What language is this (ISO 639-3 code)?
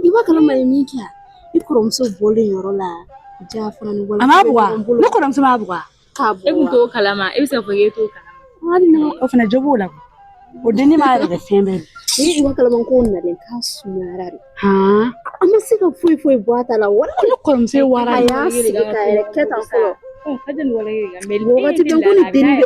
bam